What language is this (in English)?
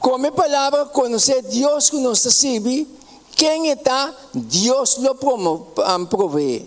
Papiamento